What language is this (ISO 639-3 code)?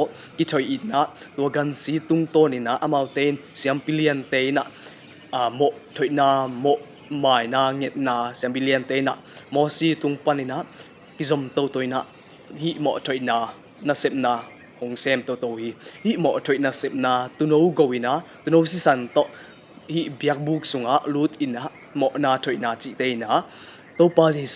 ctd